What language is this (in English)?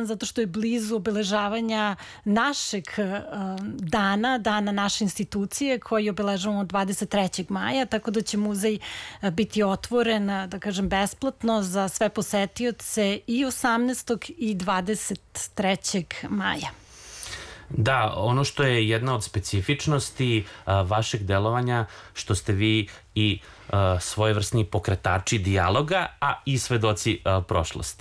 Serbian